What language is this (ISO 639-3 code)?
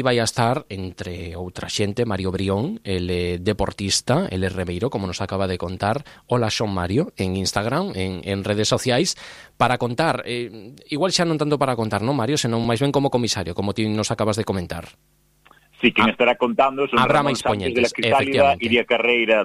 glg